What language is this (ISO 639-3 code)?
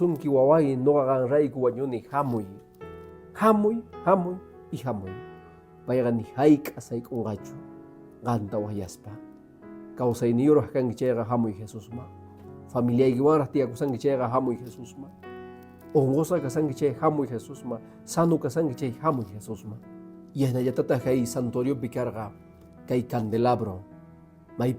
que